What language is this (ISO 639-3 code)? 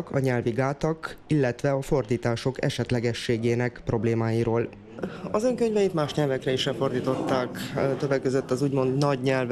hun